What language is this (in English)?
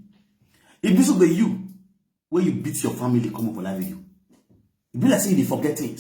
Nigerian Pidgin